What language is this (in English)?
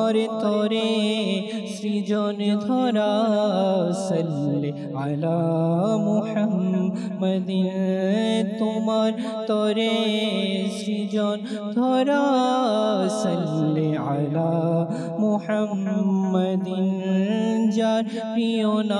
Bangla